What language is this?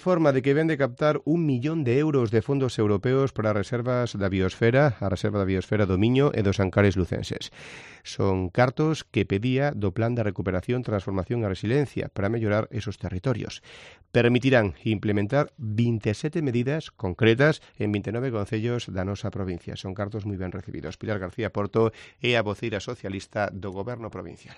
Galician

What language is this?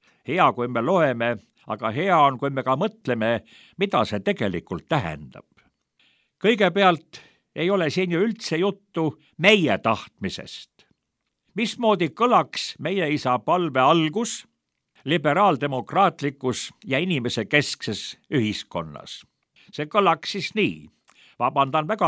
Estonian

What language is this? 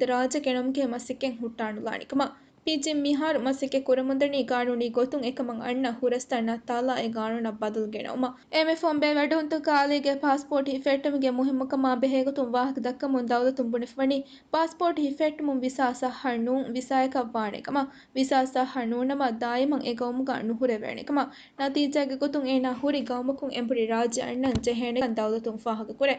Divehi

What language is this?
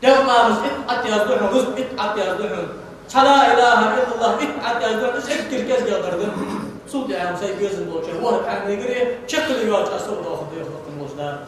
Ingush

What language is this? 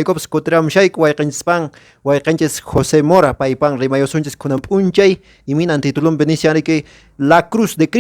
Quechua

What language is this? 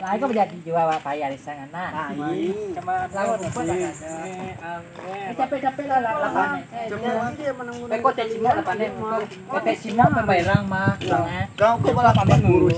Minangkabau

